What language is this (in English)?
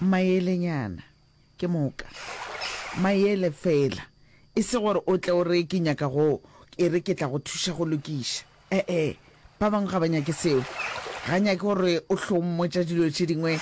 Northern Sotho